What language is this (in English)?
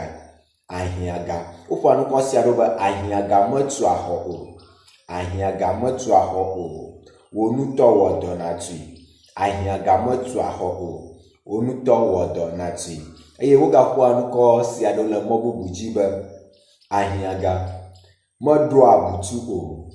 Ewe